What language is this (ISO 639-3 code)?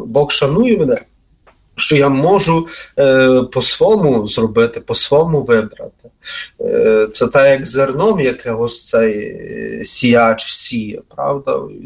ukr